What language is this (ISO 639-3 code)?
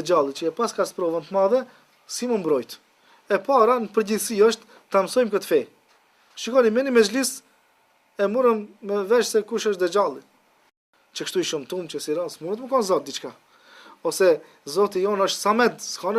sqi